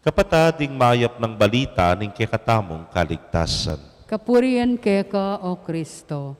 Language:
Pampanga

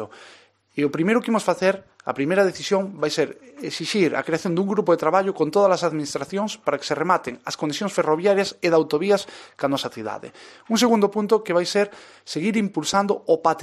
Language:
Galician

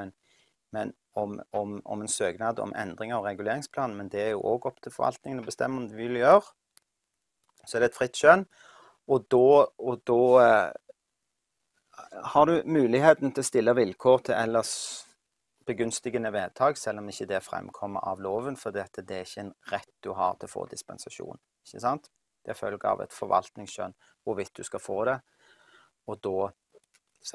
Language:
Norwegian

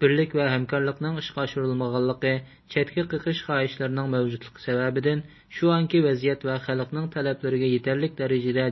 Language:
Uyghur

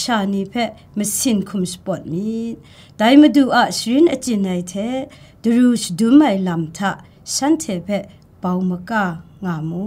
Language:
Kachin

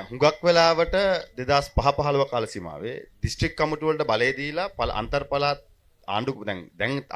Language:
Sinhala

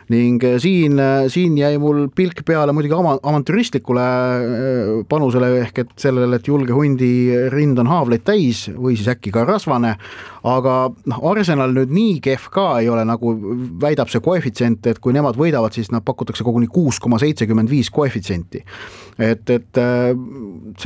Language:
Estonian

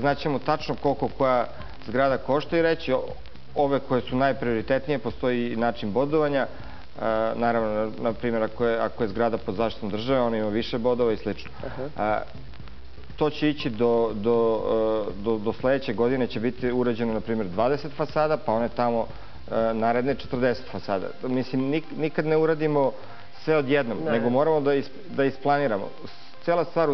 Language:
Serbian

